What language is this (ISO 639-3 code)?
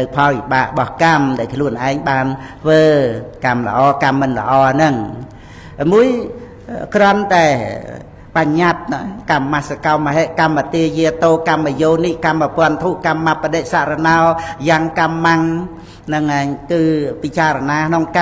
khm